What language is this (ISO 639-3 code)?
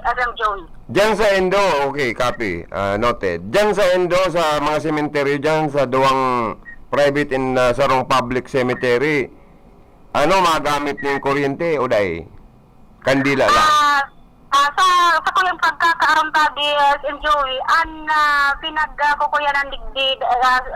bik